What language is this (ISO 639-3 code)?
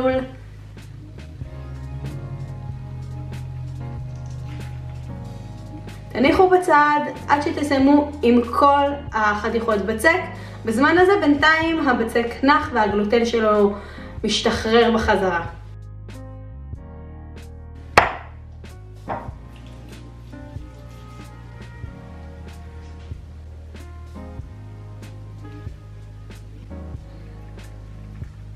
heb